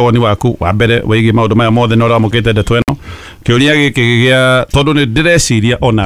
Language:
Kikuyu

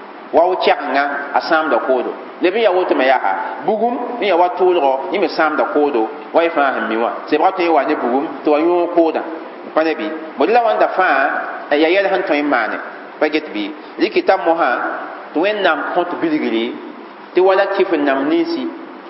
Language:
Mossi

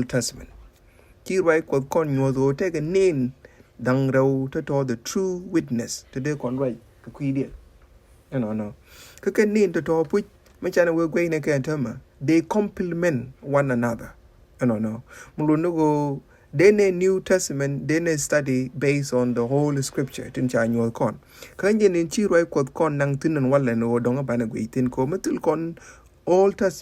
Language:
Nuer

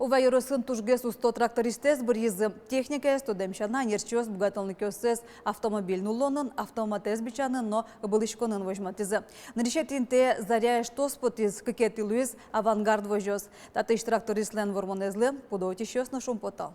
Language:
Udmurt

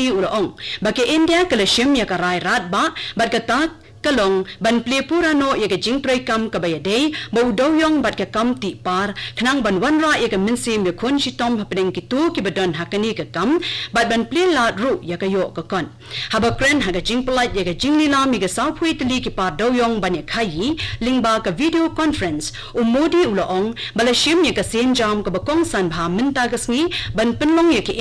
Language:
Khasi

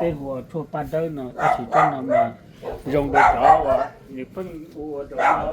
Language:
Hmong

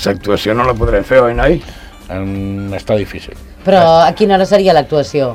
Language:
Catalan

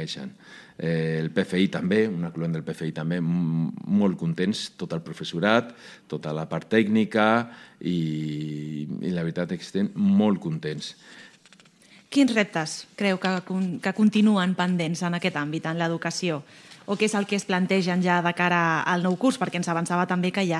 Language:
Catalan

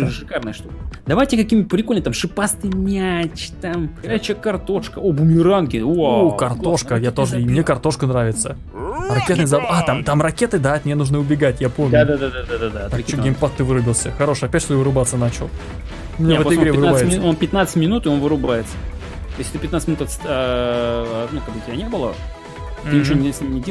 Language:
Russian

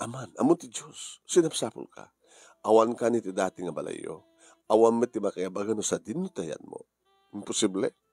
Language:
Iloko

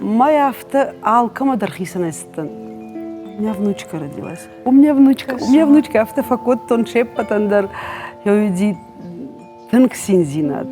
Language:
Ossetic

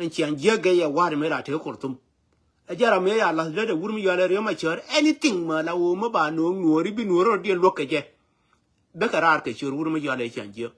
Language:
Nuer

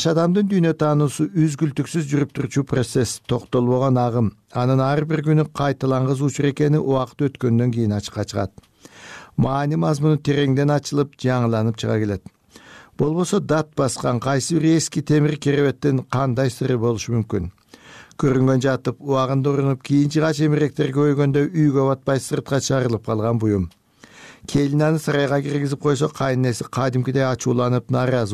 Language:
Kyrgyz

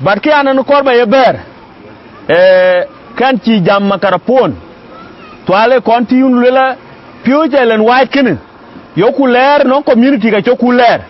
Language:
Dinka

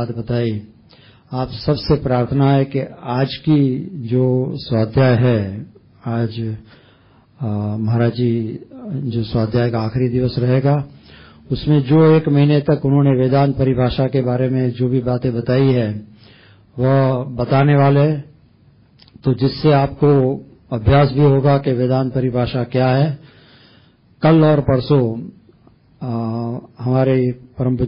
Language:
Hindi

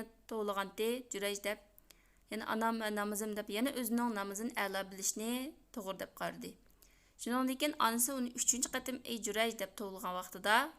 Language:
Uyghur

